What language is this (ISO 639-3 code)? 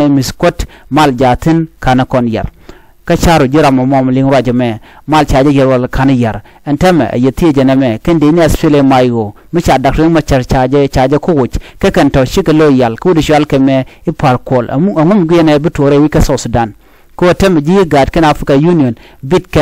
nus